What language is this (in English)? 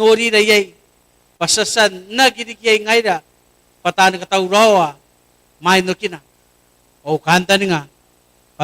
Gilbertese